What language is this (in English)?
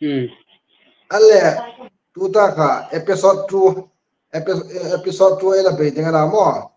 Hmar